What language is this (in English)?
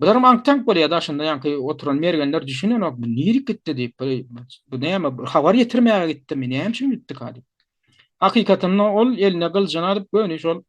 Turkmen